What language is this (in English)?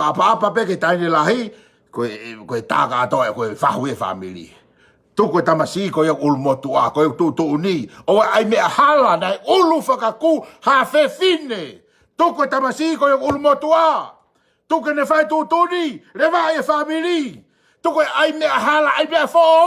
Tongan